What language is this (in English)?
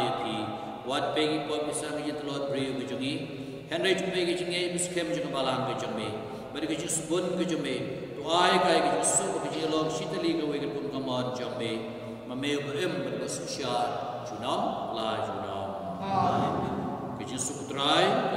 Khasi